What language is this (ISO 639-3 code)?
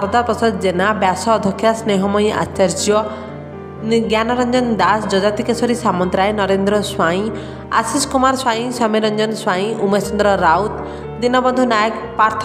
ori